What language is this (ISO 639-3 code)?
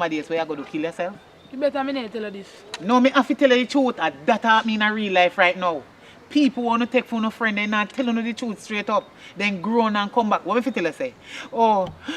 jam